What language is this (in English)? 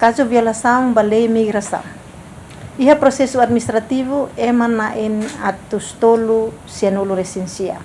Tetum